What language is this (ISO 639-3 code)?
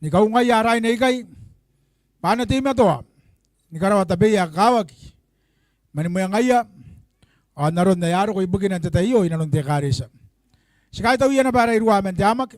gil